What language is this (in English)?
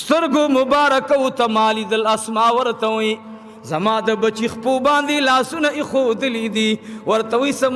Pashto